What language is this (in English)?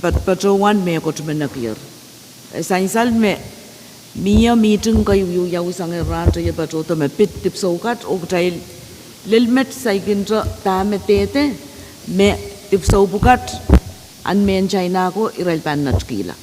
Pohnpeian